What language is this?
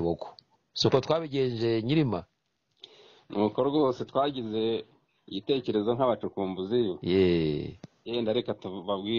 Kinyarwanda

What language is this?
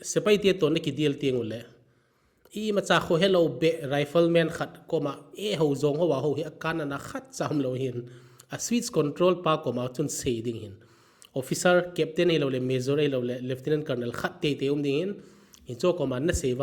Thado Chin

